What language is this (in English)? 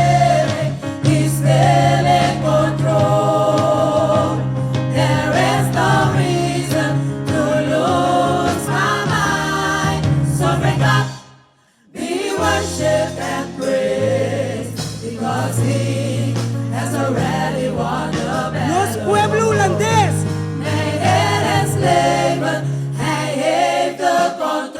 Papiamento